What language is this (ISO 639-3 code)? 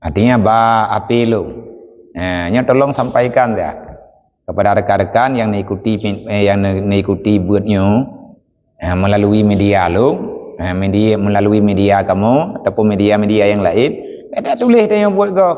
ace